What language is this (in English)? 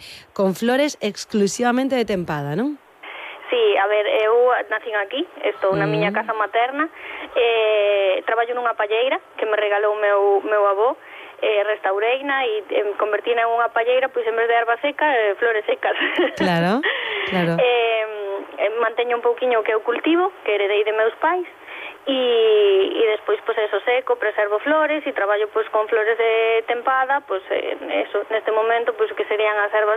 Galician